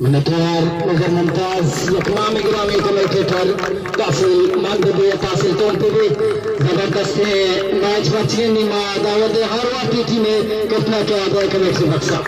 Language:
Baluchi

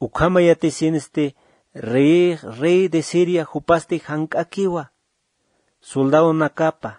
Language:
Aymara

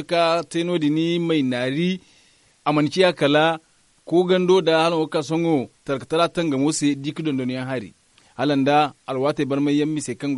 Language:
Zarma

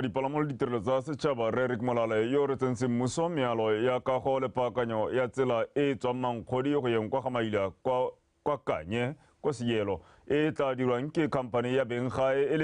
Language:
Tswana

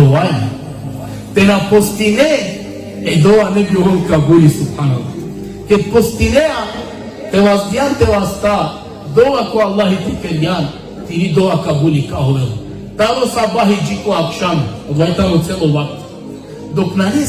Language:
Balkan Romani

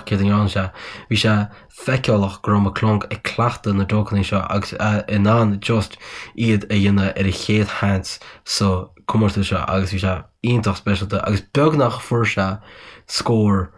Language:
Irish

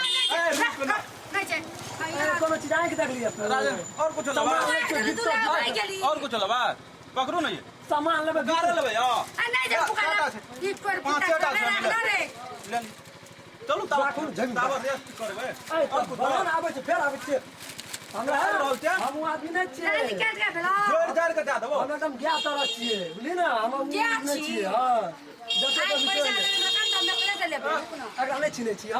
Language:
Maithili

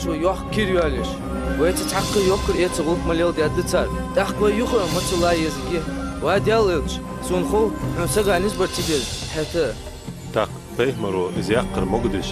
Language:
Ingush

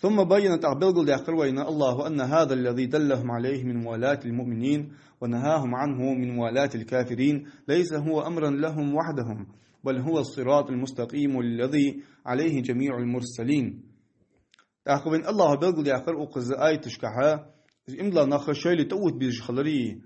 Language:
Ingush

